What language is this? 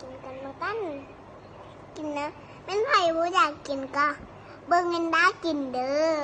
Lao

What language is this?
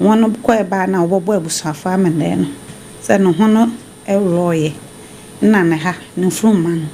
Akan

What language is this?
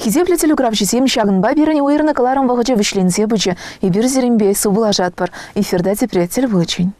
Chuvash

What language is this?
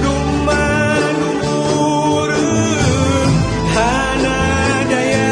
Achinese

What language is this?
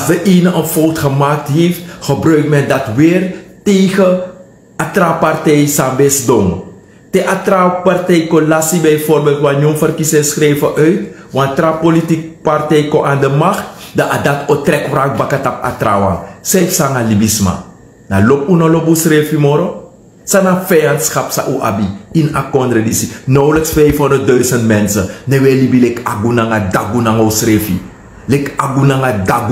Sranan Tongo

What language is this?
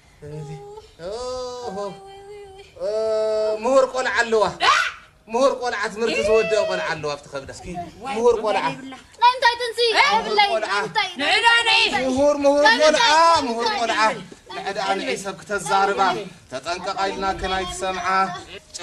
Tigrinya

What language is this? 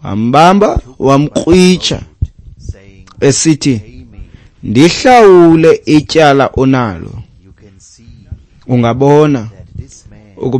Xhosa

